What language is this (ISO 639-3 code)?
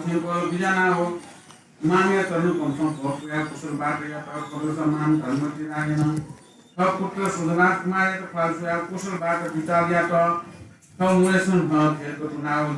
new